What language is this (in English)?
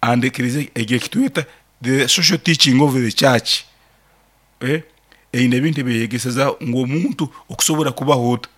Nyankole